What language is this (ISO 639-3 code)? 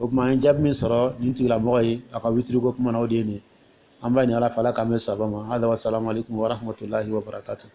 dyu